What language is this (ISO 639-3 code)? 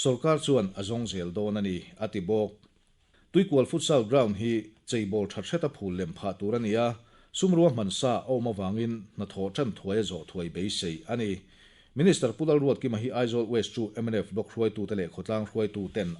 lus